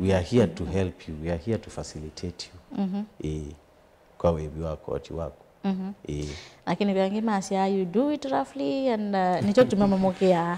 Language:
Kamba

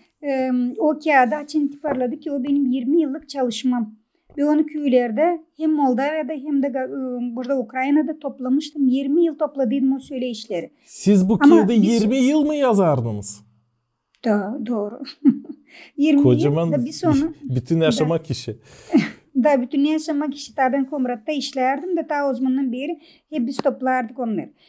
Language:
Gagauz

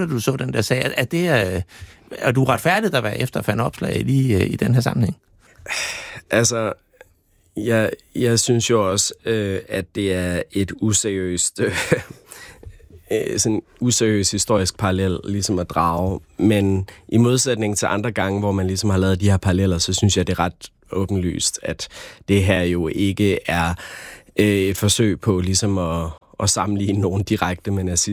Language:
Danish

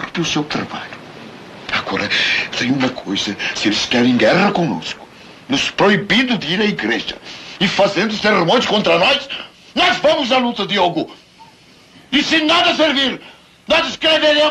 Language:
Portuguese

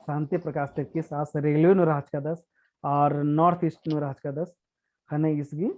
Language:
Kurukh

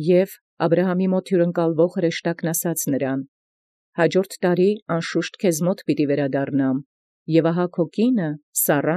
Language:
Armenian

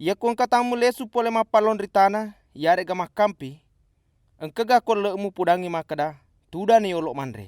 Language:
Buginese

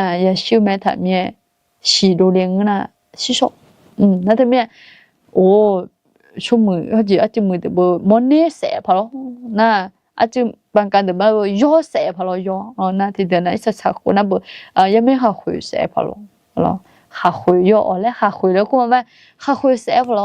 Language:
Akha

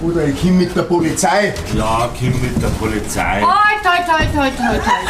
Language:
Bavarian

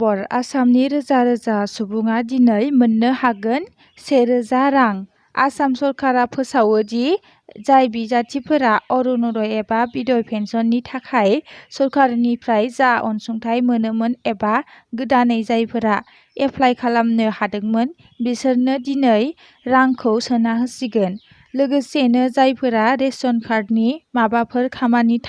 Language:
Bodo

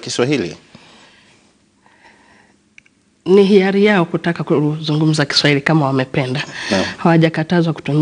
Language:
Swahili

